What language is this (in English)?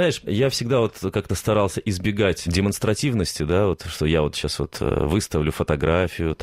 Russian